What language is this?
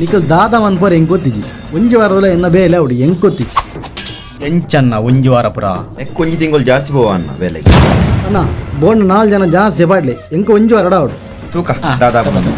Tulu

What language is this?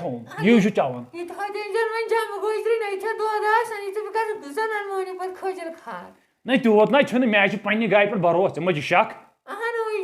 Kashmiri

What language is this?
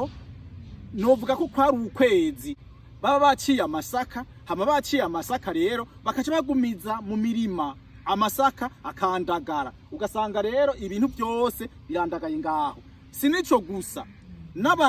Rundi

